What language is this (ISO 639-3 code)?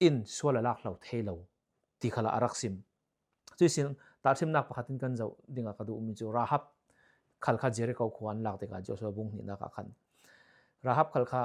cfm